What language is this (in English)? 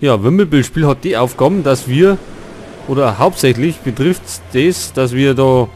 Bavarian